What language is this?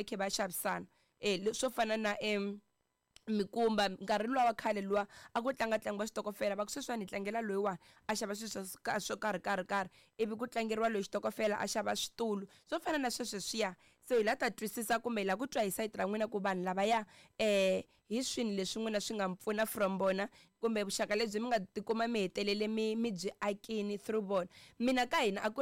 Tsonga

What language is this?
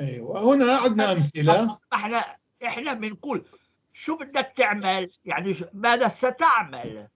North Levantine Arabic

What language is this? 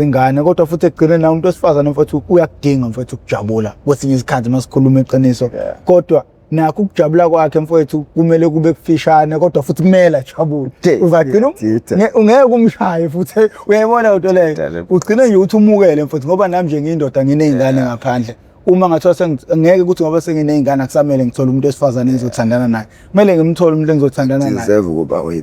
Zulu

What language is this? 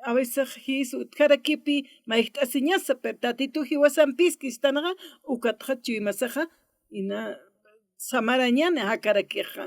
Aymara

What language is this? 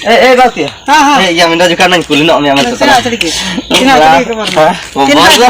Ho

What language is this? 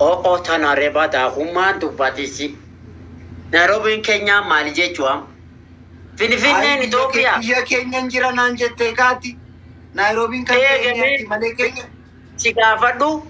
Oromo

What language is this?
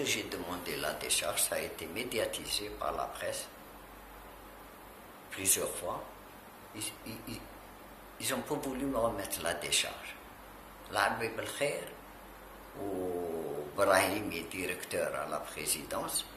French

